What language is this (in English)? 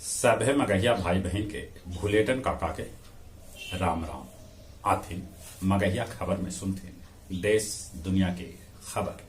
Magahi